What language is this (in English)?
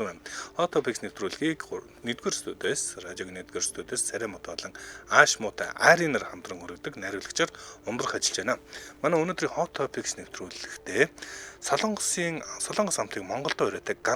Mongolian